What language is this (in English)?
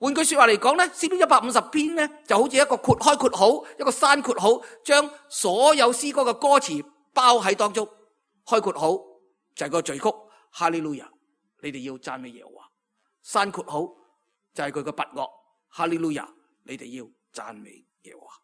Cantonese